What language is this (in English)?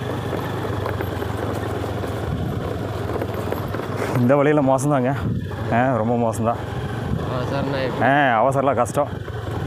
Tamil